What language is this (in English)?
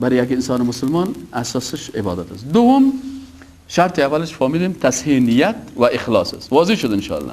Persian